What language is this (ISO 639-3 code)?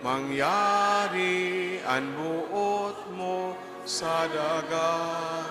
bik